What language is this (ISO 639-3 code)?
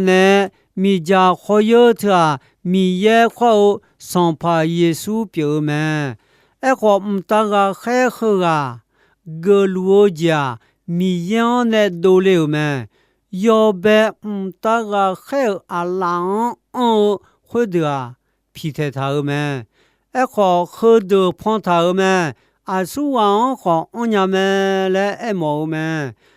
ahk